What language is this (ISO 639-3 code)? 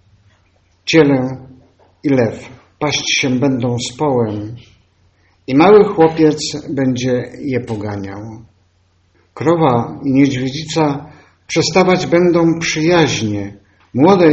pol